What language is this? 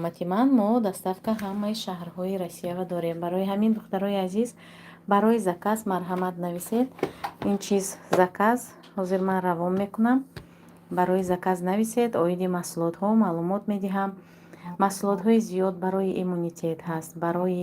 Tajik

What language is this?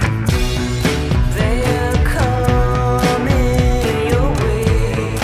Faroese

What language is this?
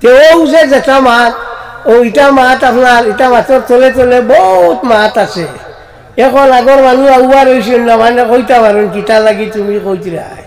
Sylheti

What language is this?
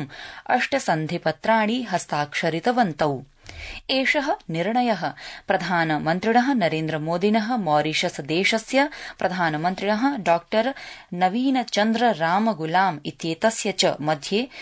Sanskrit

